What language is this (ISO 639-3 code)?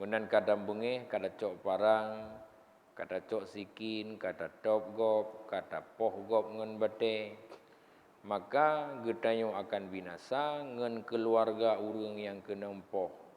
ace